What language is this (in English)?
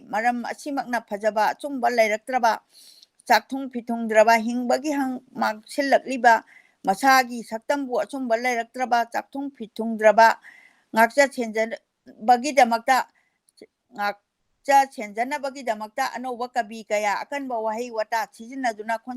Manipuri